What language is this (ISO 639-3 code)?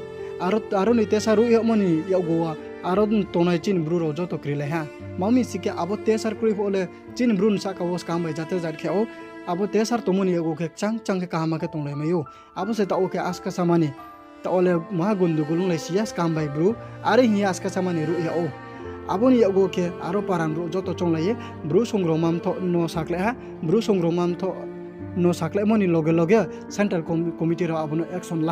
ria